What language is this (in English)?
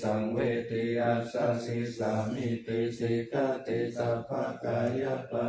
Pali